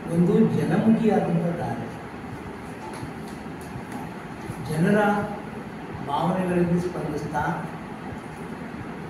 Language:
Kannada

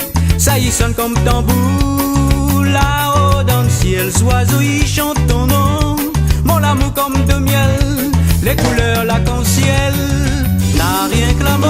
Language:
Réunion Creole French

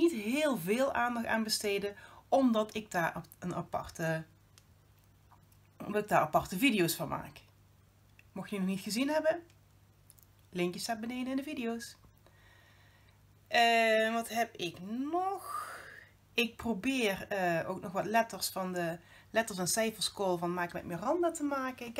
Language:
Dutch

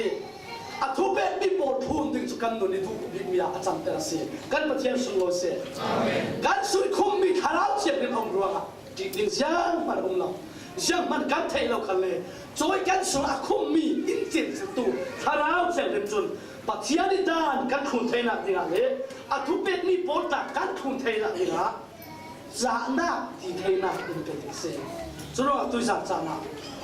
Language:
Falam Chin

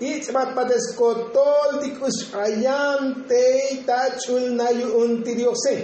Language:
Tzotzil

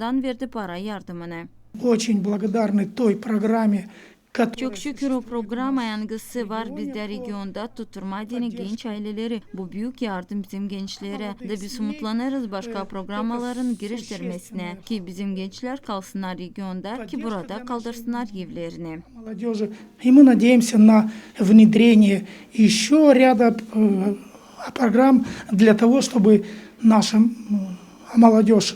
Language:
Gagauz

